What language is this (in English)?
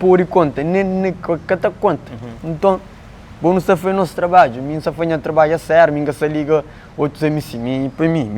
Kabuverdianu